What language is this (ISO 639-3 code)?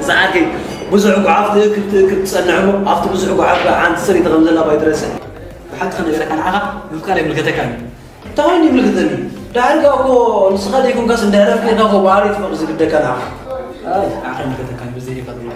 tir